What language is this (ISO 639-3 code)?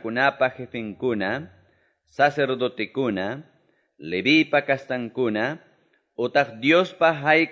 que